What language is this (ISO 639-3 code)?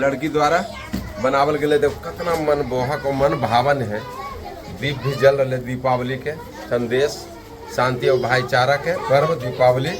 mag